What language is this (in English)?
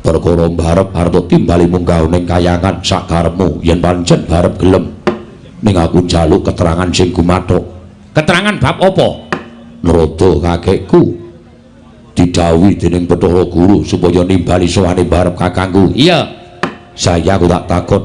Javanese